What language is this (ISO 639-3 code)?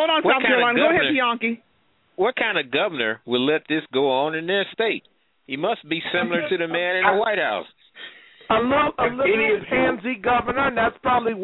eng